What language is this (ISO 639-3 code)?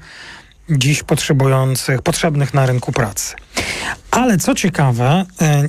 pol